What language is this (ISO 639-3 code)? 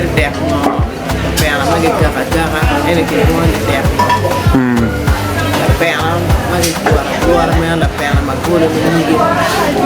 ach